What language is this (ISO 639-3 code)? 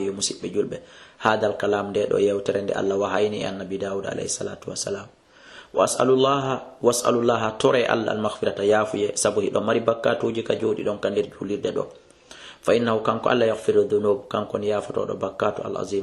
ful